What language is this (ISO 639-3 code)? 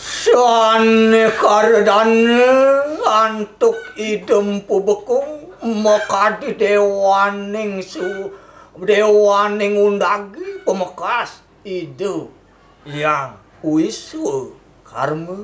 ban